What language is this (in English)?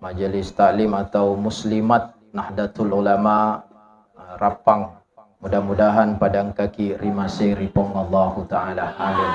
Buginese